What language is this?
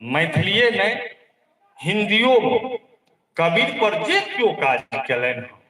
Maithili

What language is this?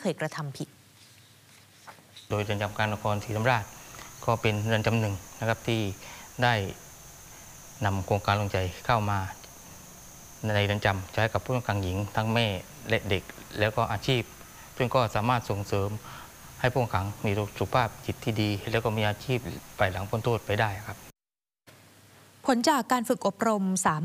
Thai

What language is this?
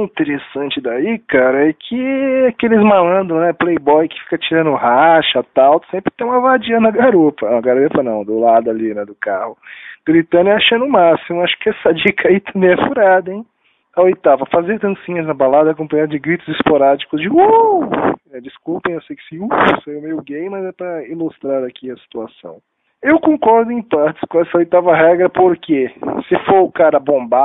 Portuguese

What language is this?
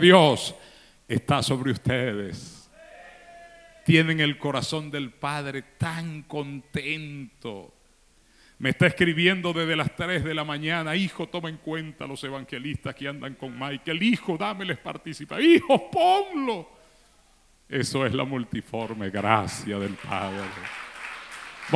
Spanish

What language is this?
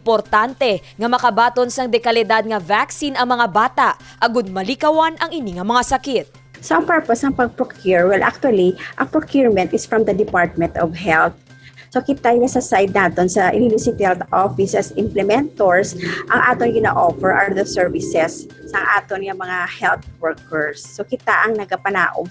Hiligaynon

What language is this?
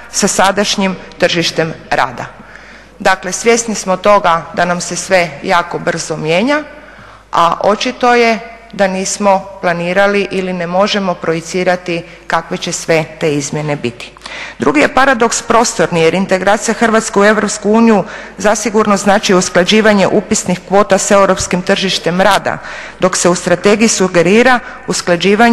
Croatian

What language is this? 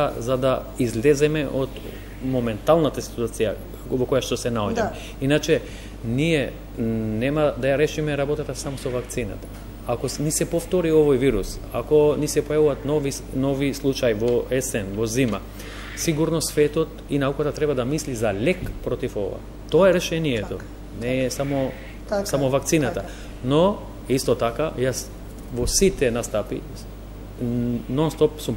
Macedonian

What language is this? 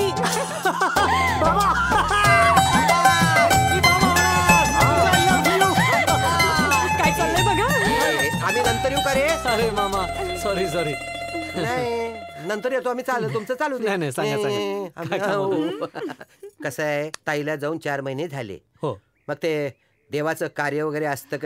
Marathi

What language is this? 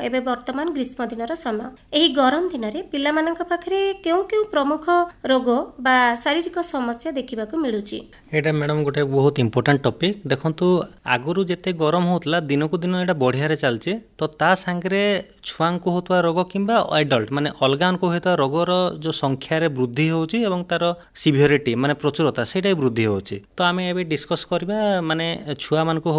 Odia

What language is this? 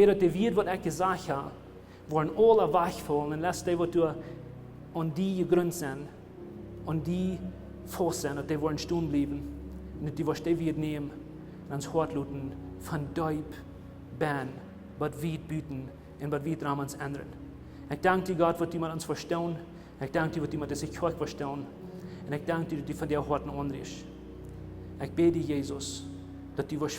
Plautdietsch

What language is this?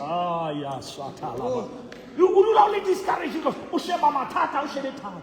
Southern Sotho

